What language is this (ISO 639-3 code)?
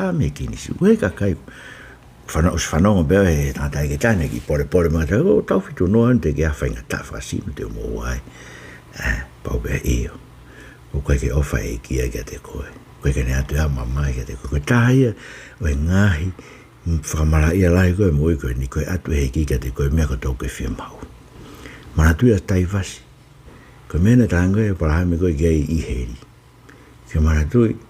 ton